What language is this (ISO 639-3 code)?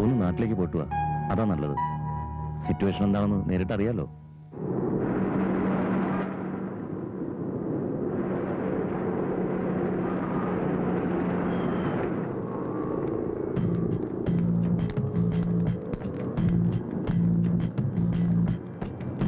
mal